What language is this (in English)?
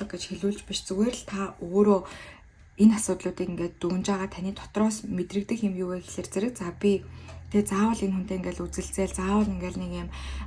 Mongolian